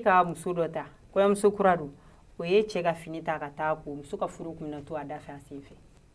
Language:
Bambara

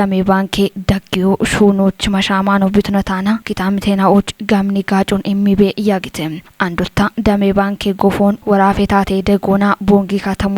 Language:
Kafa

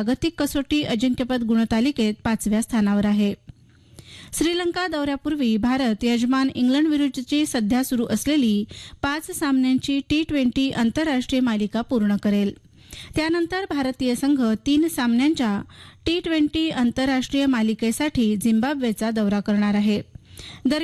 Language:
Marathi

